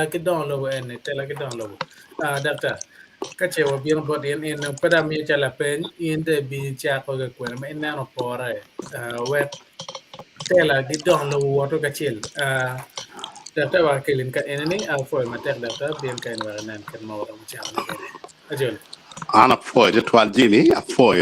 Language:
Acoli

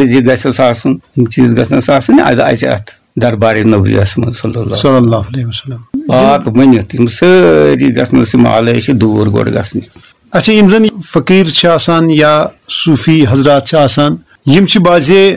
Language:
Kashmiri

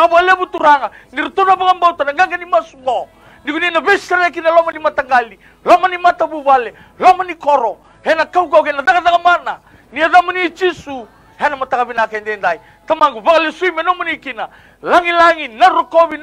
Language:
Fijian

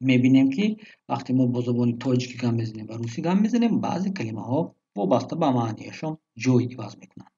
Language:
Tajik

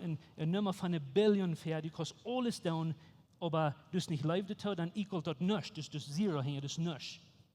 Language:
Plautdietsch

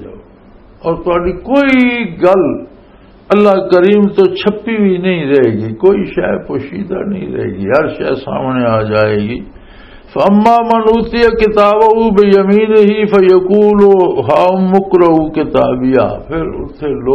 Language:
Western Panjabi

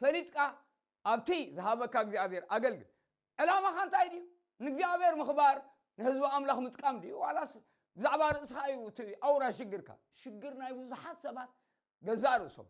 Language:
Tigrinya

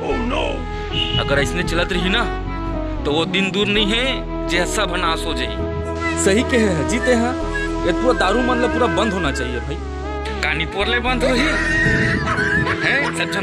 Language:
Chhattisgarhi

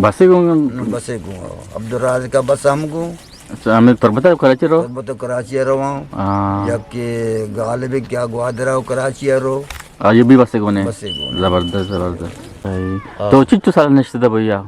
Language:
Eastern Balochi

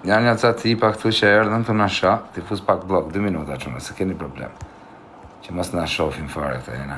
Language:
Albanian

